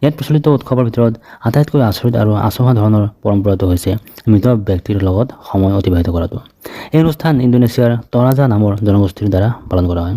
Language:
Assamese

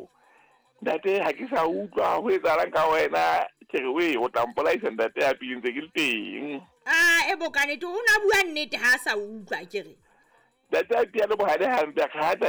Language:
Southern Sotho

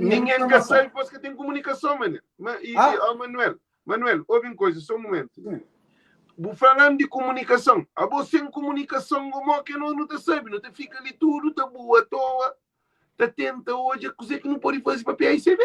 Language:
Kabuverdianu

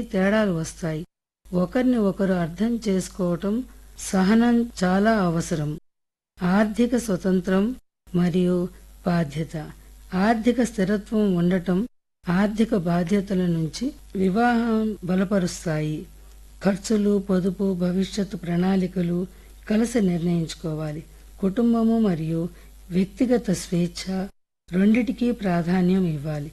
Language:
Telugu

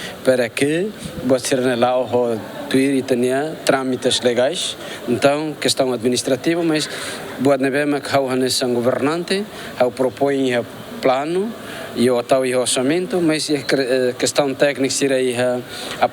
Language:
Tetum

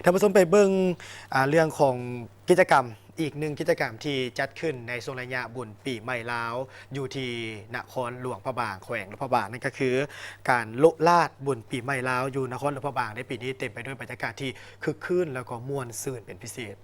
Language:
Lao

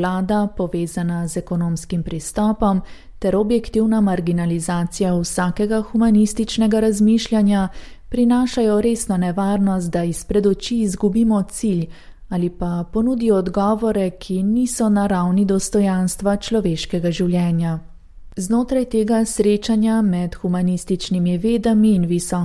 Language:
Slovenian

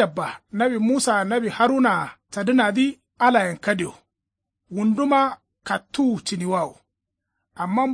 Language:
Kanuri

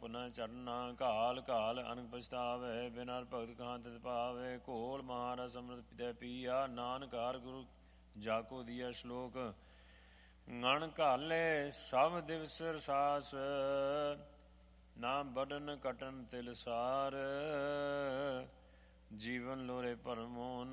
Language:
Punjabi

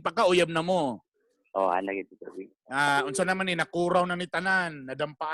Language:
Cebuano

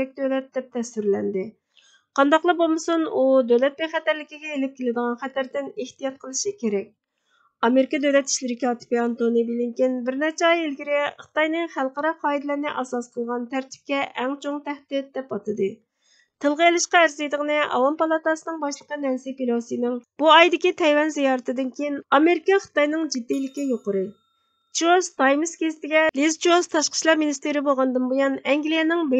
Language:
Uyghur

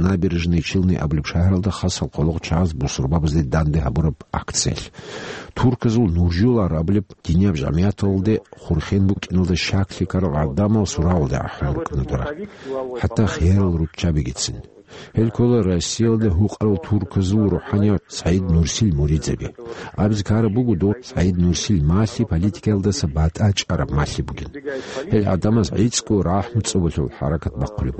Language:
Avaric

